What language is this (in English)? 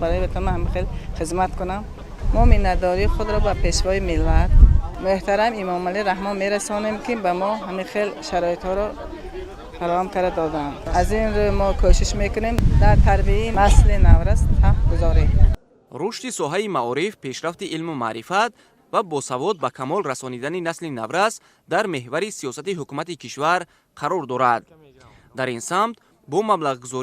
Tajik